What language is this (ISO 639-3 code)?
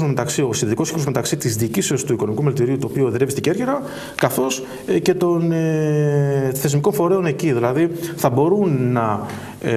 ell